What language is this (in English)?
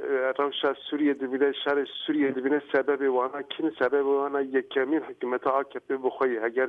Kurdish